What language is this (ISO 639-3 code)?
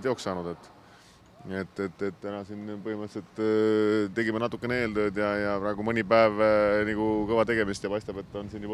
est